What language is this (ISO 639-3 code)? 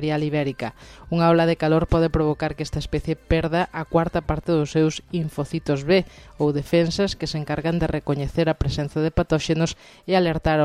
glg